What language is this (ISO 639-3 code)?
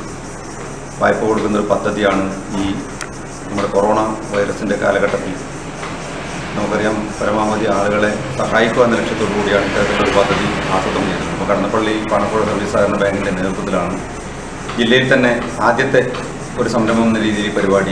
mal